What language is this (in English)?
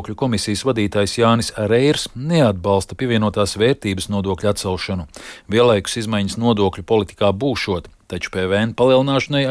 Latvian